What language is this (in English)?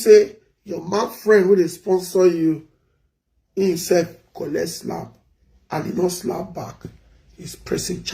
Nigerian Pidgin